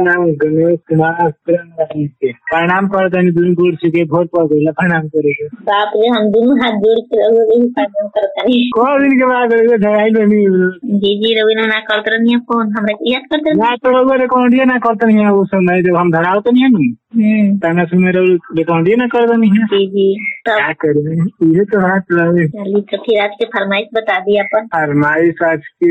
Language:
Bhojpuri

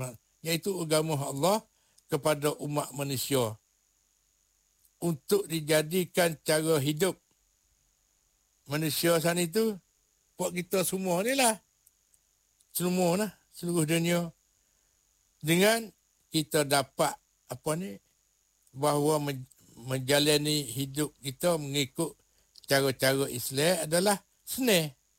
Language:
Malay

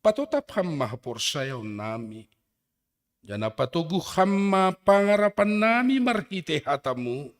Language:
Batak Simalungun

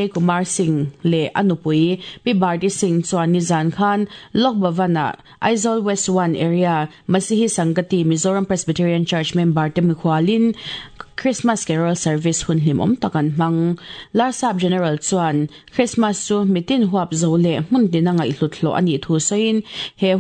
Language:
Mizo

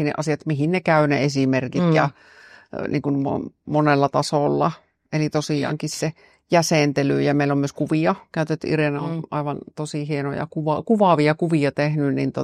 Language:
Finnish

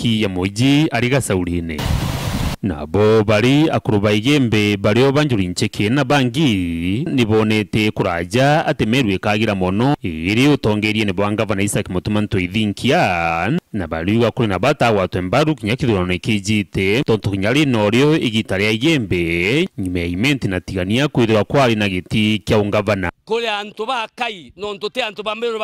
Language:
Meru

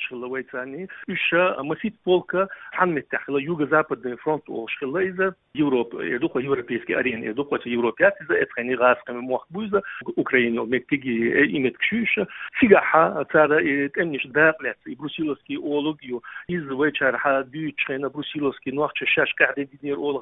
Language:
Chechen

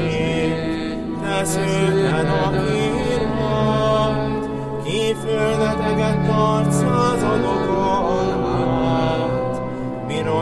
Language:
Hungarian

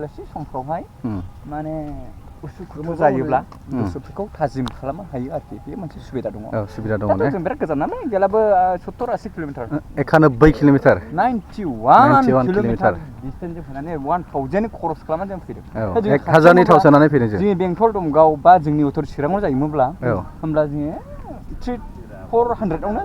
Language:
Bodo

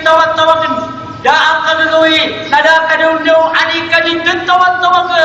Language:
Maranao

